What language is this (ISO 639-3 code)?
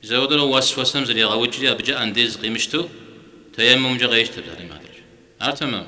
kbd